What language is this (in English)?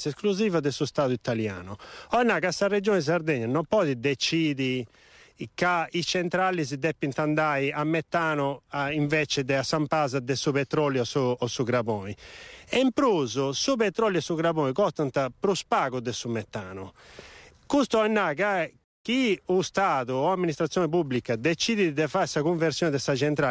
Sardinian